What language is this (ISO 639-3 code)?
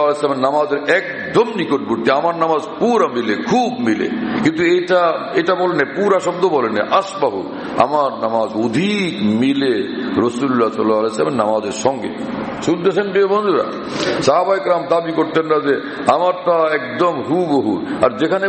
ben